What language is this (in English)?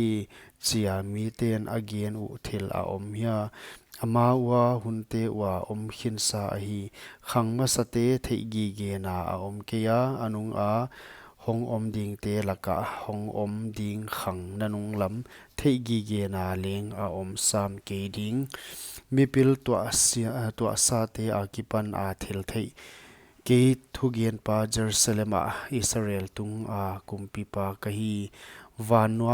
Paite Chin